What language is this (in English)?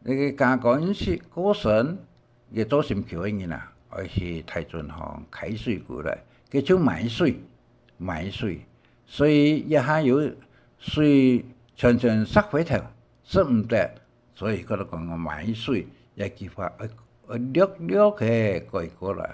Hakka Chinese